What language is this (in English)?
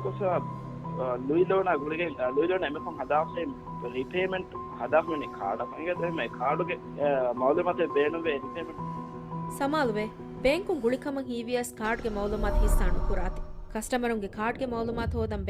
Divehi